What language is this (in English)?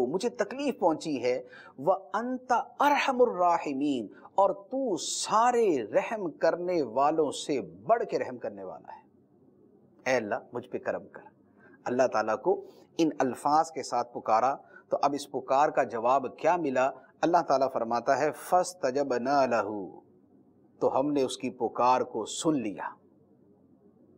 Urdu